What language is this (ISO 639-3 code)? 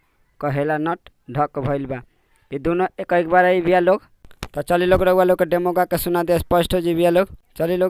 bho